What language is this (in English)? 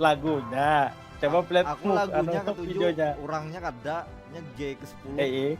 Banjar